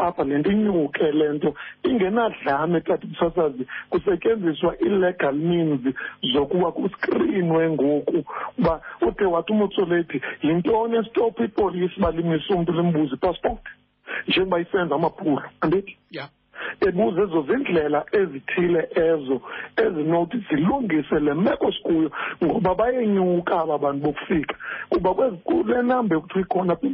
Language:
Xhosa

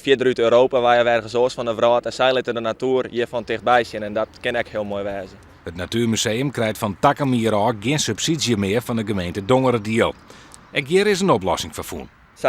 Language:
Western Frisian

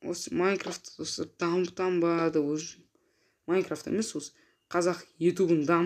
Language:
Kazakh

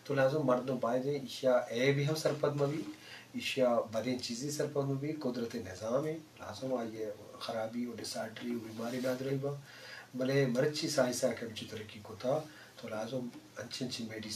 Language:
Baluchi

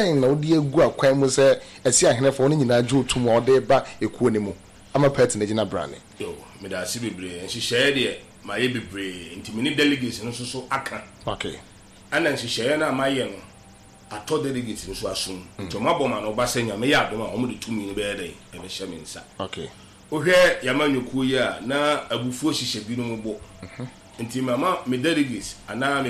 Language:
Akan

